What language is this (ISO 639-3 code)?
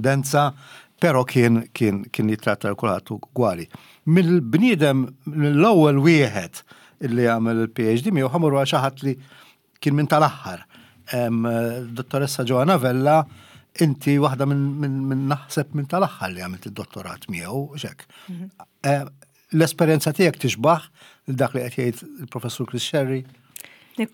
mlt